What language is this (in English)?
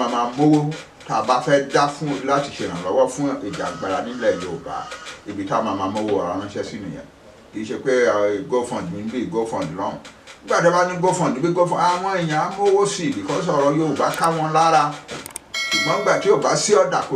Yoruba